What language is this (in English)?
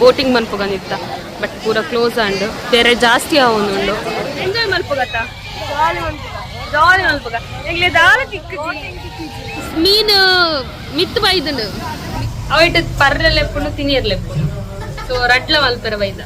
Tulu